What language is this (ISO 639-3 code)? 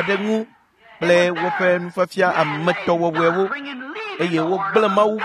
ewe